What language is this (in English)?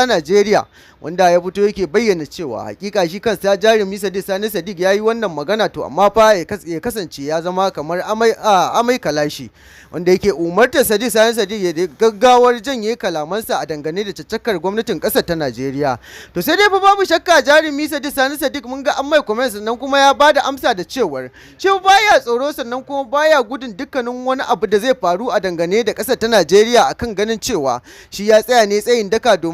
Hausa